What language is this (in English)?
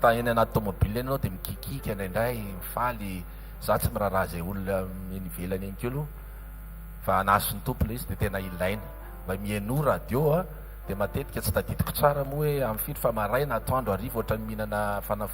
Malagasy